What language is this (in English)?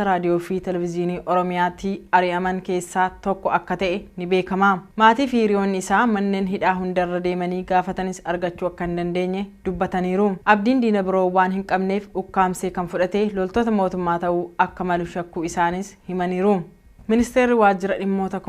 Oromo